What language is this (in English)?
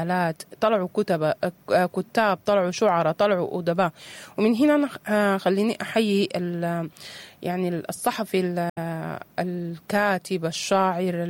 Sudanese Arabic